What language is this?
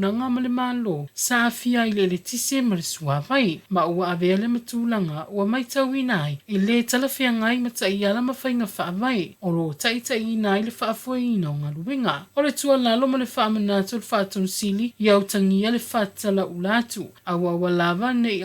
Samoan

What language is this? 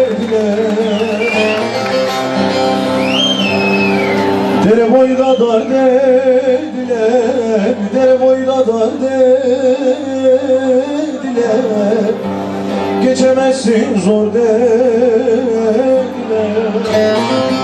Turkish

